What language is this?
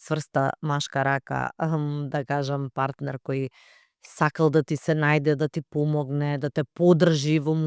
Macedonian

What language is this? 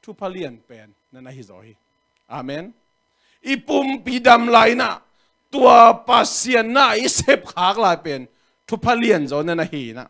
Tedim Chin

